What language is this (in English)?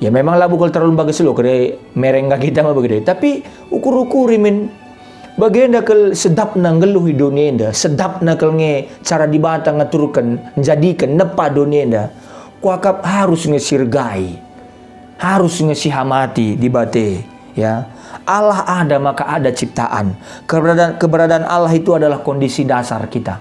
Batak Karo